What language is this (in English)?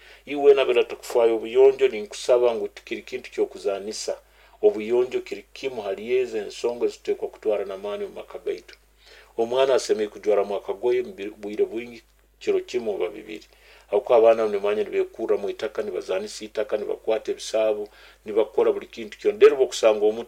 Nyoro